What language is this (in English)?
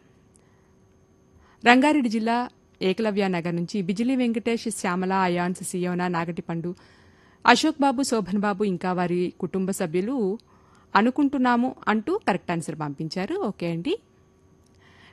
Telugu